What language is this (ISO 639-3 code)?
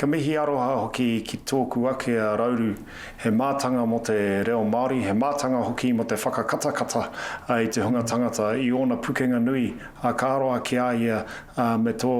mri